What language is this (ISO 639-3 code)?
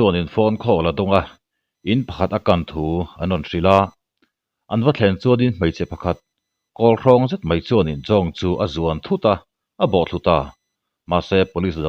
lus